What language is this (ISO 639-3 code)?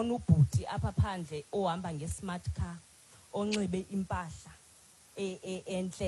xho